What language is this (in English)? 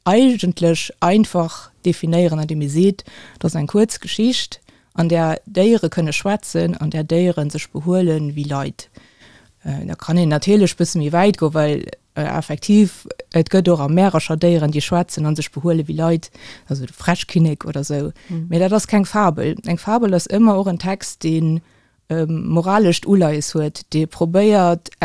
Luxembourgish